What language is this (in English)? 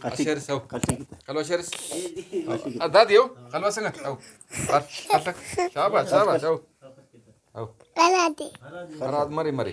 Brahui